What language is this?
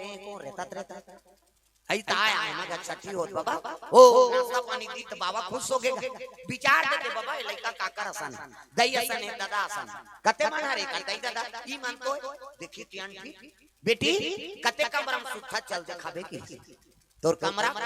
Chhattisgarhi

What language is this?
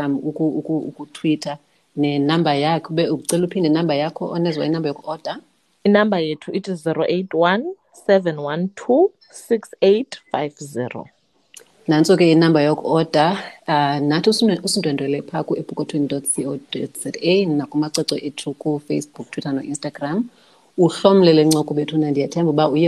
Xhosa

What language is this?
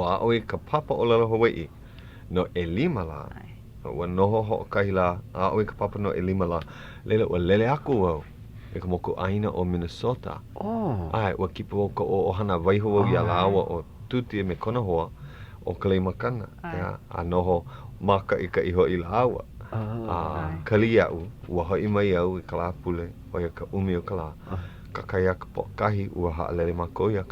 Hawaiian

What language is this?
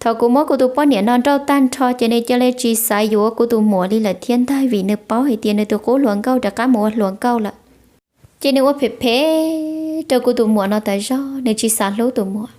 Hmong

